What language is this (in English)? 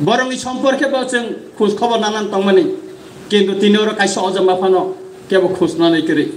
Kok Borok